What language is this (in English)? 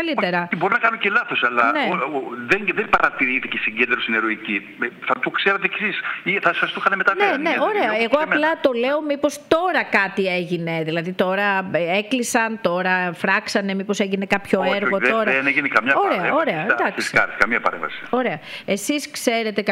Greek